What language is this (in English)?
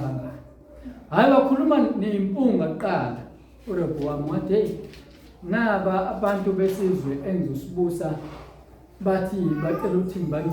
Zulu